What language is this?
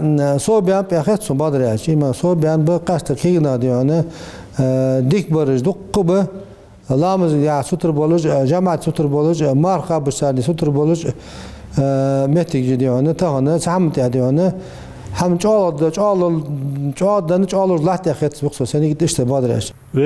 Ingush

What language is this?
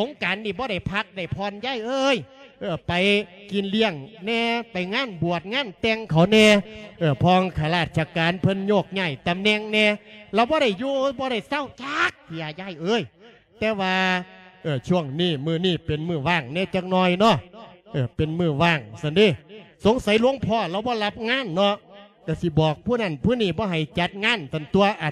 Lao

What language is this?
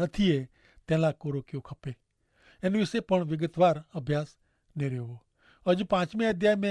Kachhi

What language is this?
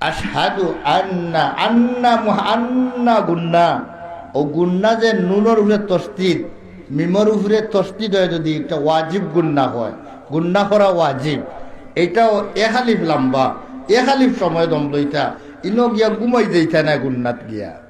Sylheti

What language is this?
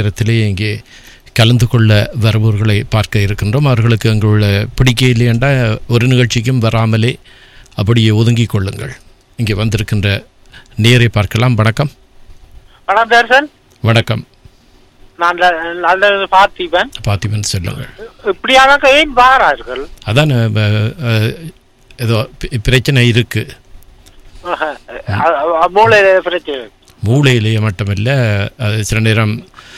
Tamil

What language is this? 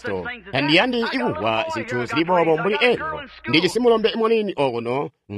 Tonga (Zambia)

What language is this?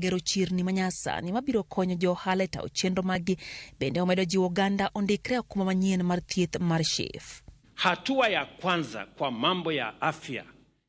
Luo (Kenya and Tanzania)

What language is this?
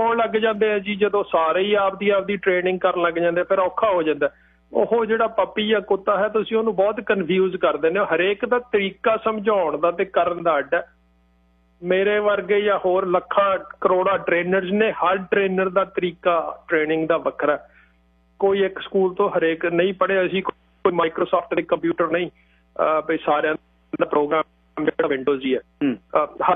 Punjabi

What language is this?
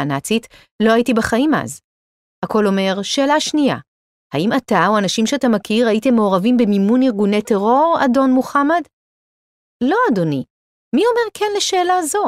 Hebrew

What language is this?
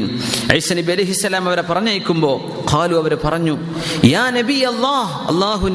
Malayalam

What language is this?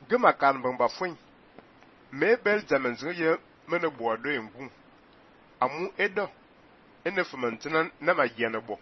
Fang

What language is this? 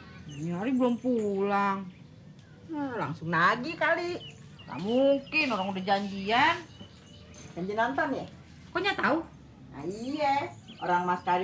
Betawi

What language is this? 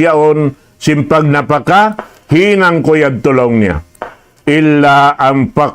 Tausug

